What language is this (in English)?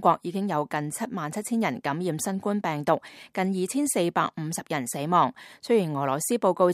Cantonese